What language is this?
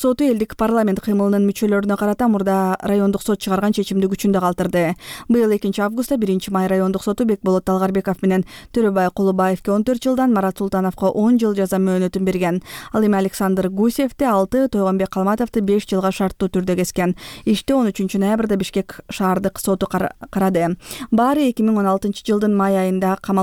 Kyrgyz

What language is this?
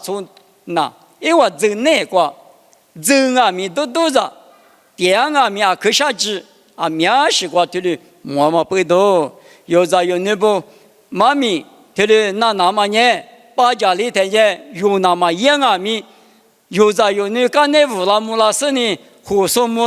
Lisu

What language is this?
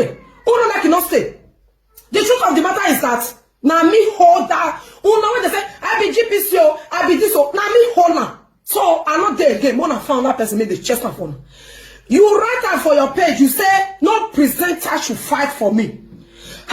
Nigerian Pidgin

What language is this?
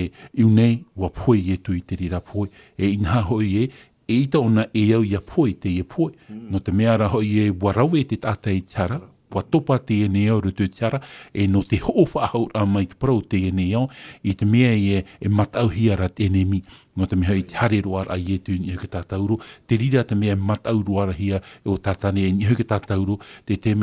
Tahitian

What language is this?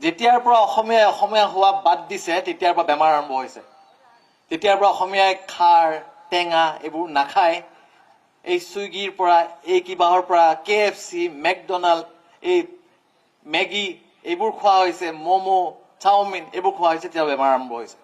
Assamese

